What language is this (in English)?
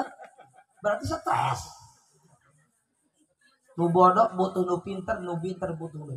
Sundanese